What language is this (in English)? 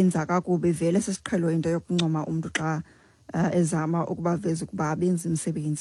Xhosa